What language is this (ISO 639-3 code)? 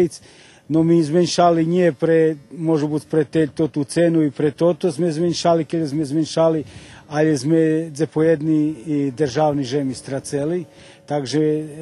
rue